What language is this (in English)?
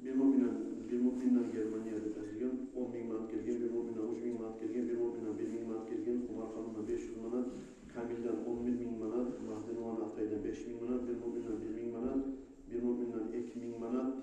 Kumyk